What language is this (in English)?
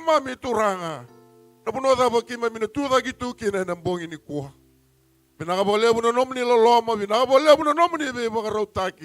Fijian